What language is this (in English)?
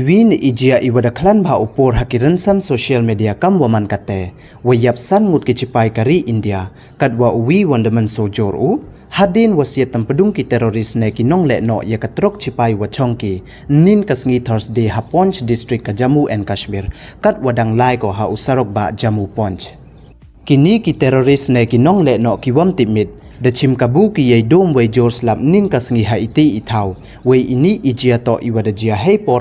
Pnar